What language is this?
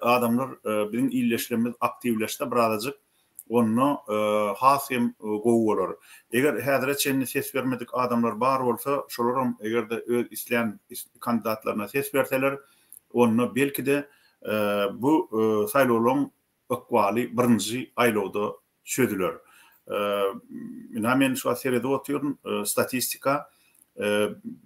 Turkmen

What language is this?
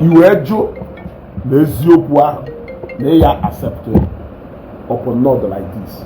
Igbo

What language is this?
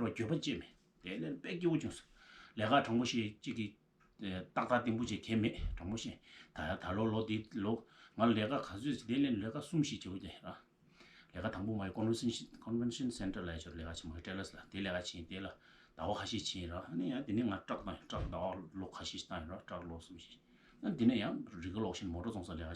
Tibetan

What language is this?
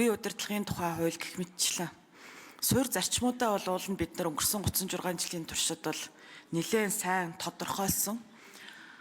Mongolian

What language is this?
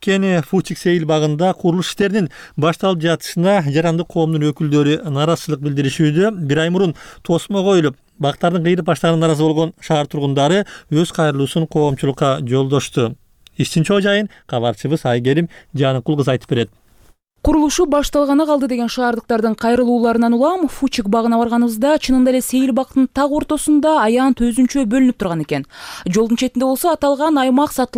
Kyrgyz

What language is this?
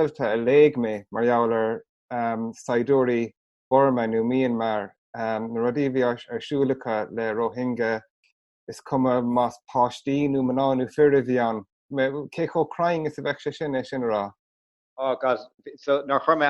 Irish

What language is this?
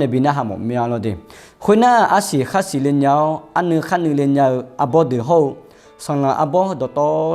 Akha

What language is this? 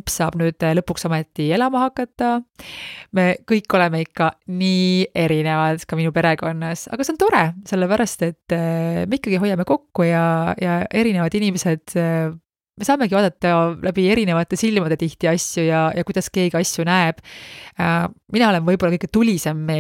Estonian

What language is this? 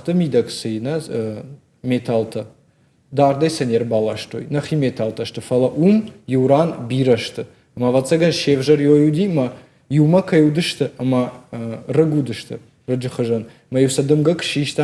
Ossetic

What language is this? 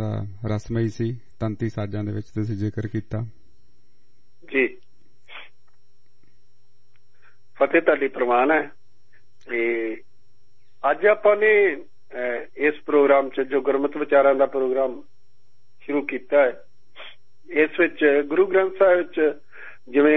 Punjabi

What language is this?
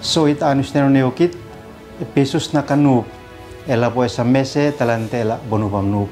Uab Meto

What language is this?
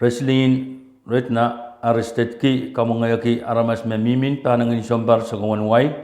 Pohnpeian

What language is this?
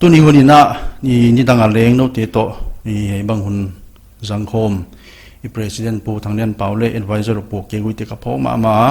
Paite Chin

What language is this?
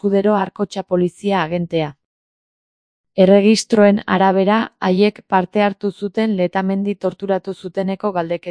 Basque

